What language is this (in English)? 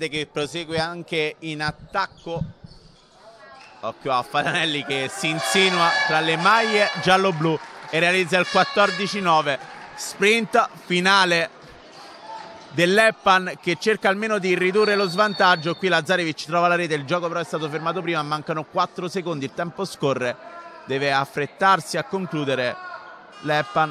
Italian